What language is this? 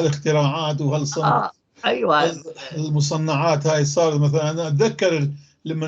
North Levantine Arabic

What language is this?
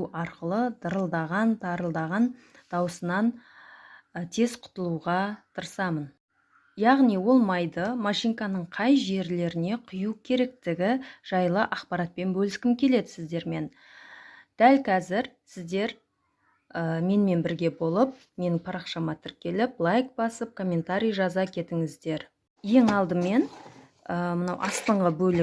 Kazakh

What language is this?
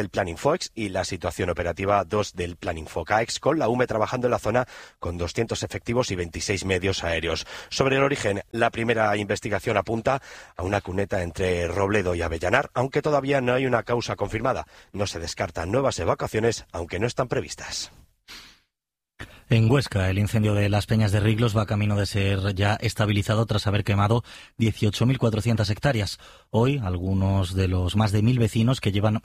Spanish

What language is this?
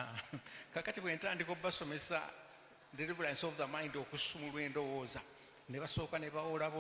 Ganda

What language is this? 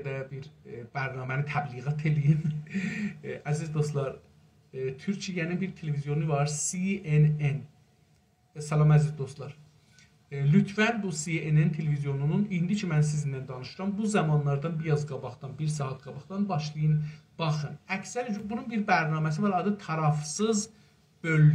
South Azerbaijani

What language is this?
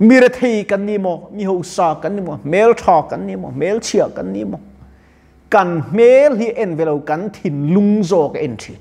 Mizo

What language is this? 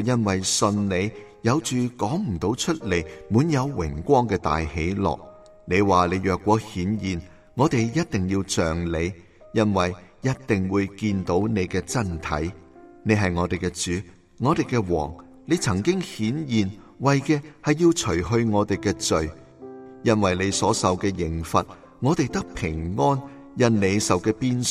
Cantonese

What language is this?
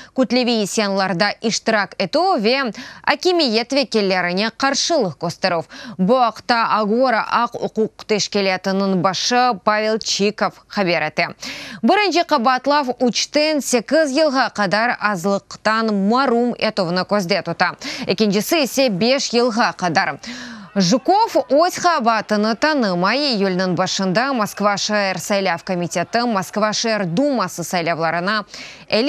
Crimean Tatar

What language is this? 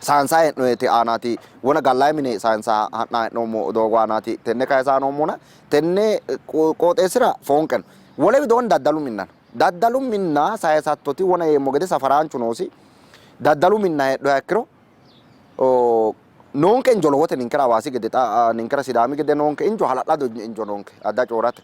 Sidamo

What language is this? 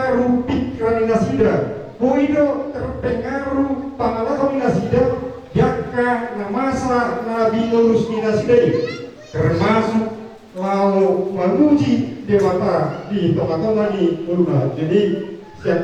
Batak Toba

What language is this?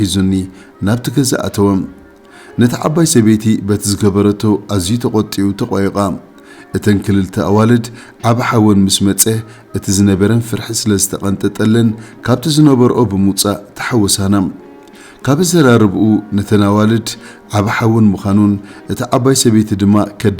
Tigrinya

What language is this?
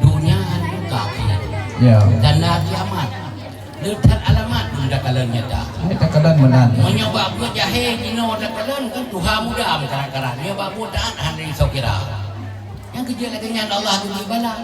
Achinese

